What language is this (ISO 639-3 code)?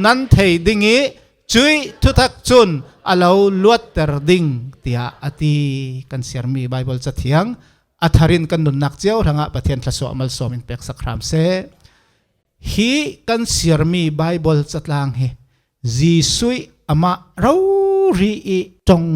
cfm